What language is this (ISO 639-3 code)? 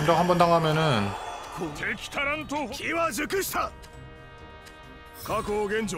kor